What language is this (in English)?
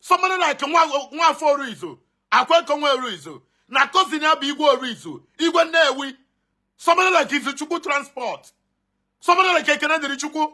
Igbo